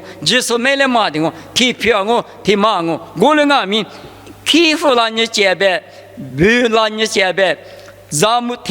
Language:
Lisu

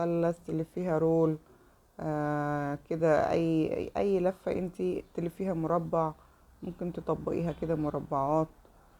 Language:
Egyptian Arabic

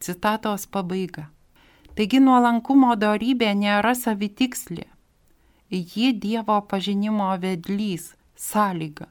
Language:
Lithuanian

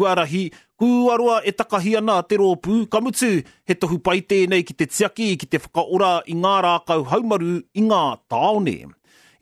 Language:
Māori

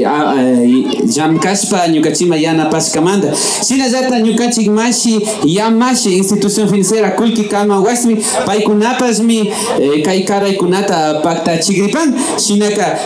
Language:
Imbabura Highland Quichua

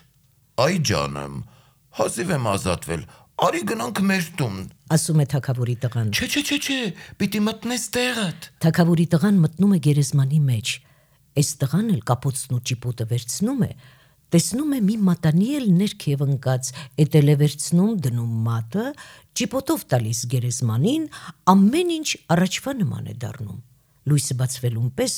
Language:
Armenian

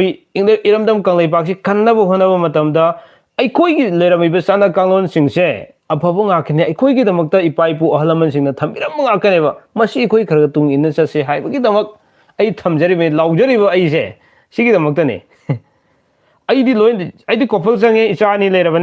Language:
Manipuri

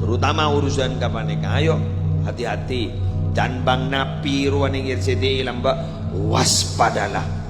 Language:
Madurese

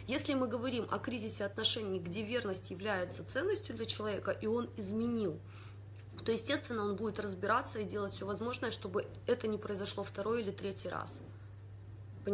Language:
Russian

